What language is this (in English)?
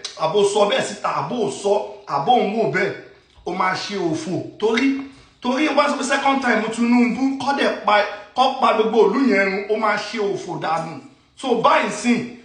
Yoruba